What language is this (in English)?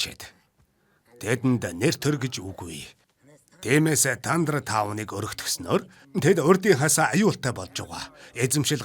Mongolian